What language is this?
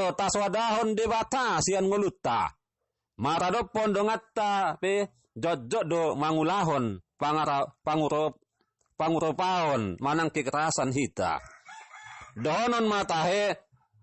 Batak Toba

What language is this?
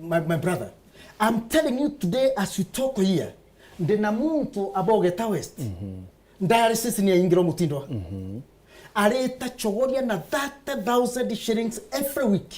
Meru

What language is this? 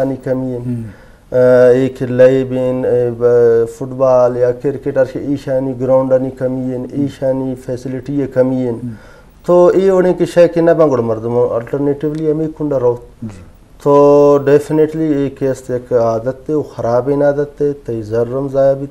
Eastern Balochi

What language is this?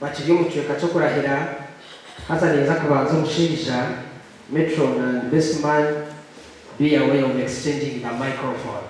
Nyankole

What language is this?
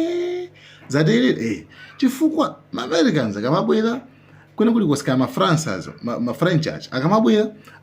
Nyanja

